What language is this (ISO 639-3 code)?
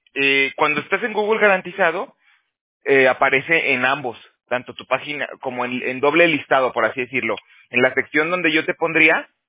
spa